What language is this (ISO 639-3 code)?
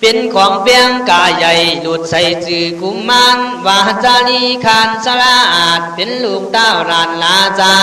kkh